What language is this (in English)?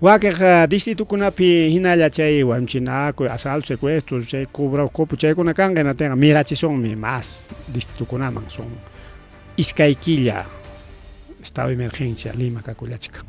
Ayacucho Quechua